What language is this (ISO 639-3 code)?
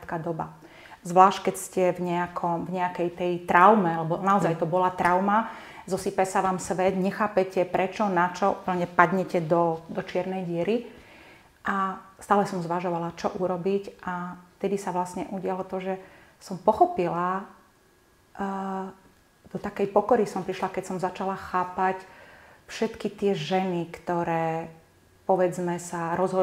slk